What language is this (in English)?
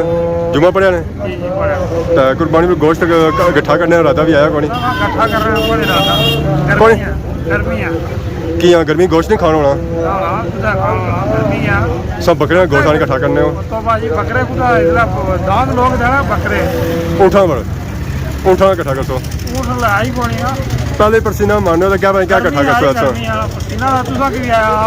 Pahari-Potwari